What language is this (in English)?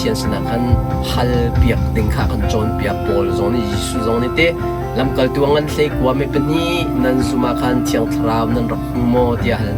Hakha Chin